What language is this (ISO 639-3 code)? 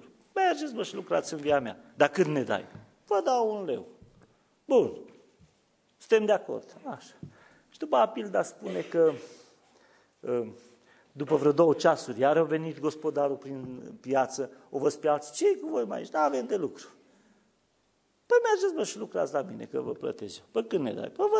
ron